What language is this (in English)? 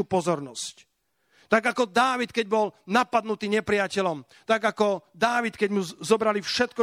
Slovak